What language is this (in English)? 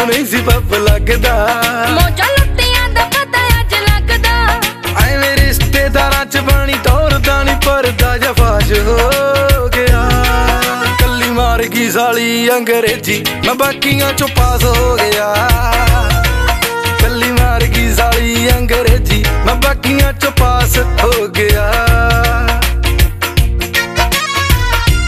Punjabi